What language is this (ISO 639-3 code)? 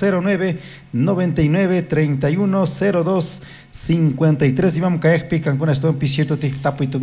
qug